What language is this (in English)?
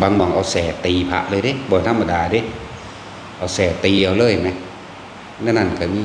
Northeastern Thai